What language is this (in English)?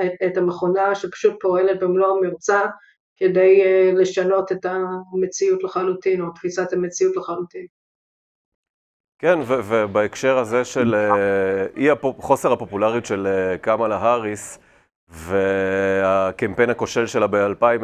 Hebrew